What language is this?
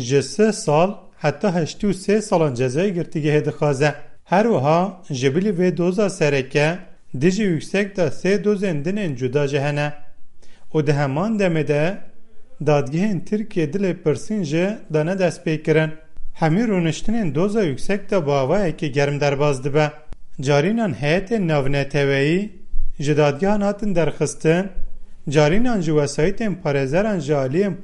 Kurdish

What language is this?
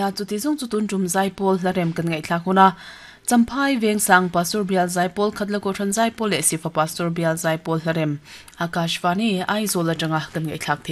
Mizo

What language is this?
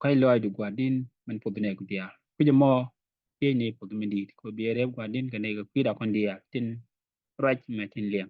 Nuer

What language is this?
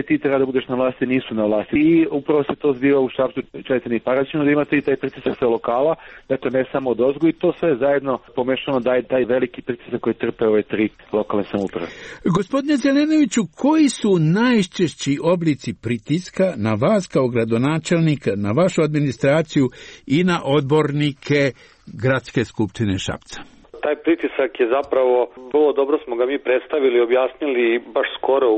Serbian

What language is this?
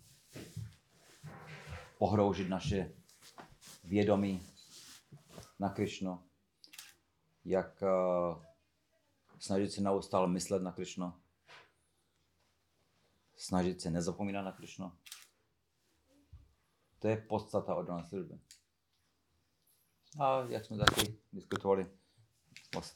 Czech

